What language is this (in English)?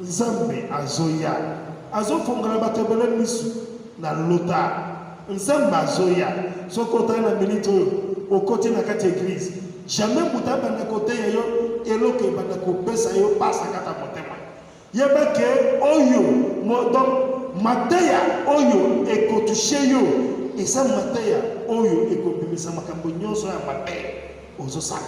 Lingala